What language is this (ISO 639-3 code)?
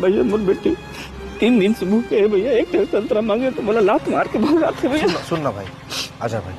hne